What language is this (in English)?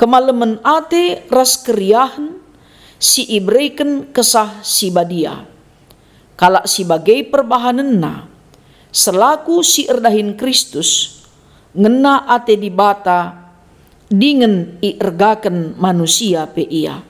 Batak Karo